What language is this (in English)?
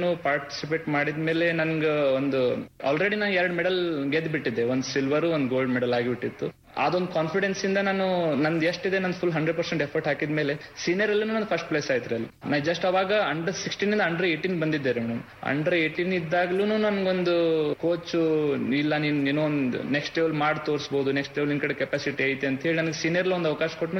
Kannada